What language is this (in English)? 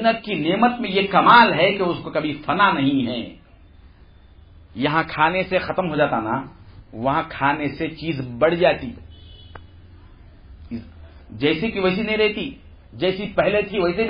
Urdu